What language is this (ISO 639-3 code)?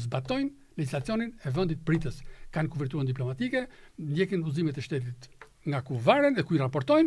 sqi